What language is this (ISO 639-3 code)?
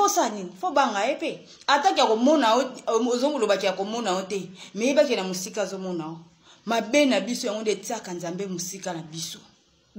lin